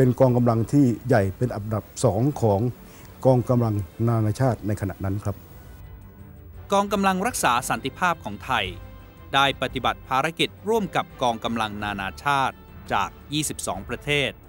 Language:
Thai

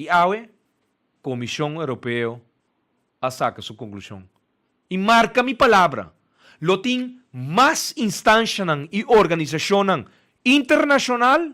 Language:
Papiamento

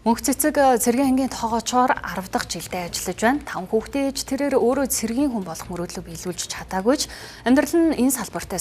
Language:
Mongolian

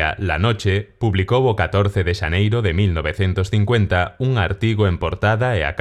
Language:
Galician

